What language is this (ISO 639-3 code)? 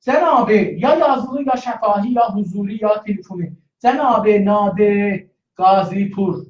azb